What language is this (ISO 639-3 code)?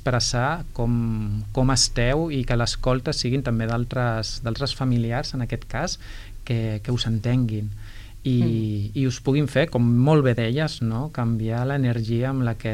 cat